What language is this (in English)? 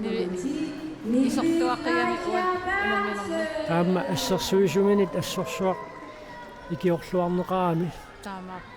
Kalaallisut